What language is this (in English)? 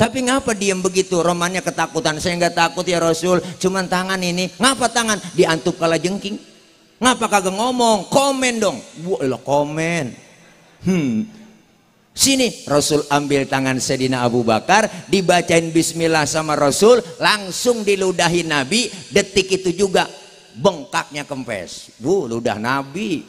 Betawi